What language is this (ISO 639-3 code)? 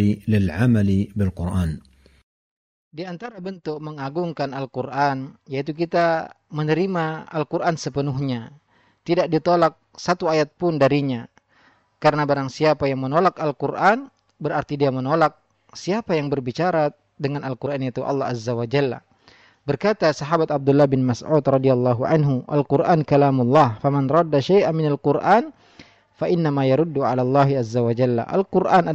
ind